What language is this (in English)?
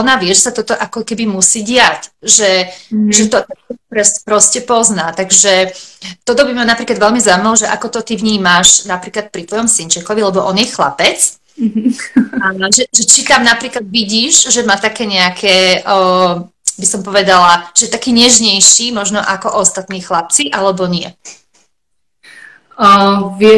Slovak